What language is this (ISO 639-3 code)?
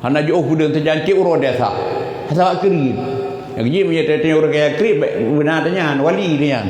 ace